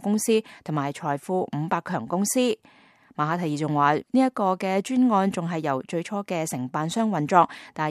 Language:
Cantonese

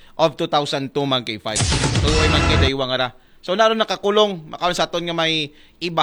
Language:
Aklanon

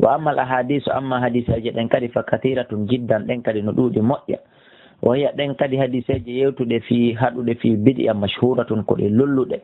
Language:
Fula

